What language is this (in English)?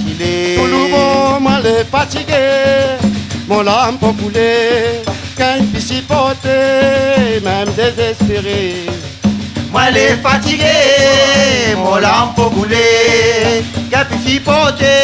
Réunion Creole French